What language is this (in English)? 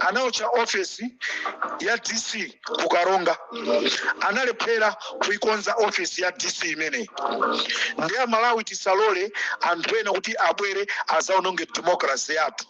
Nyanja